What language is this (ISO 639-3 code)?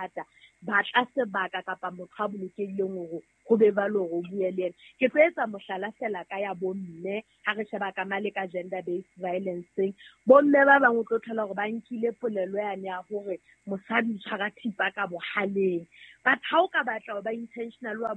sot